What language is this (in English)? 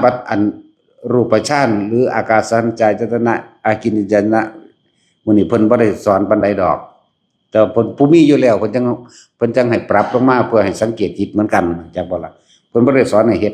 Northeastern Thai